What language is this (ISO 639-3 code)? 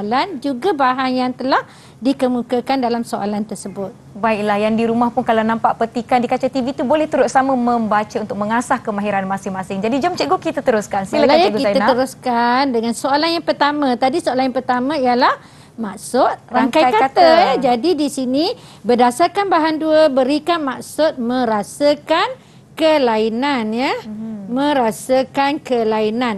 msa